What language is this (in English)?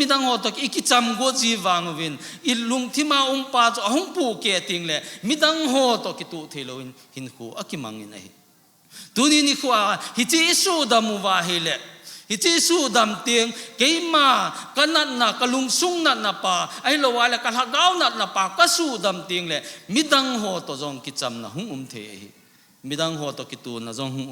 Thado Chin